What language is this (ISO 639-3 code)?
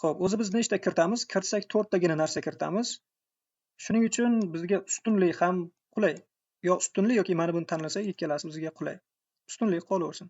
uzb